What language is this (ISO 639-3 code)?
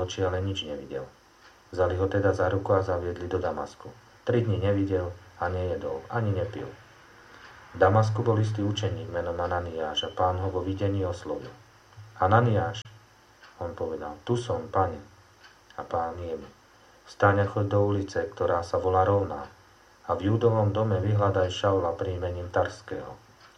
slk